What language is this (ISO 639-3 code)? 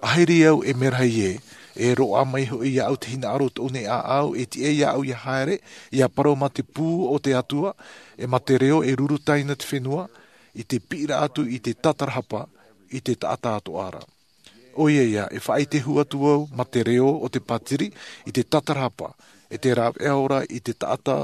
tah